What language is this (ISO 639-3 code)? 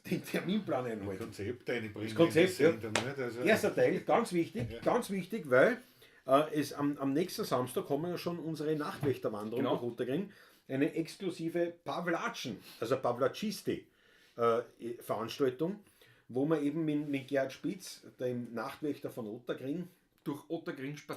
bar